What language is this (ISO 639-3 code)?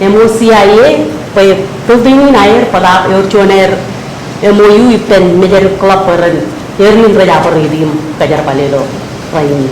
mah